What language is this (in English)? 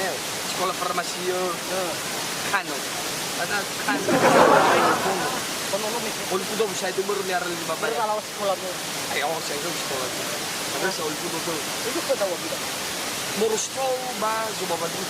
Nias